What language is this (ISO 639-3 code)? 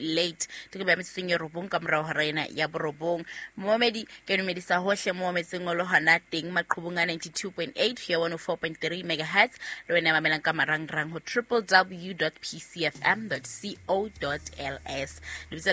sot